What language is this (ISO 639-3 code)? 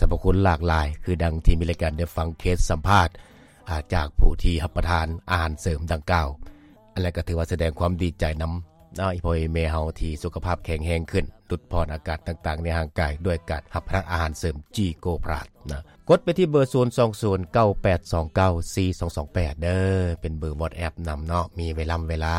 lao